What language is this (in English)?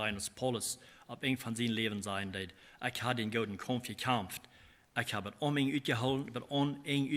Plautdietsch